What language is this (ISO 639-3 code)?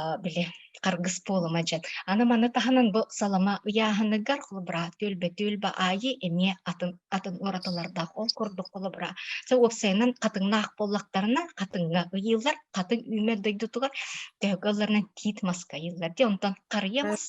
sah